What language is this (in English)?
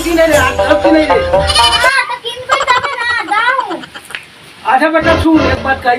Magahi